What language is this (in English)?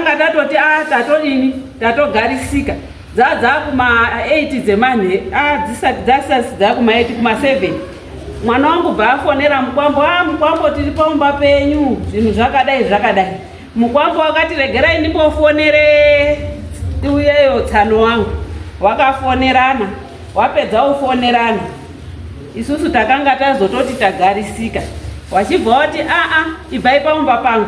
Shona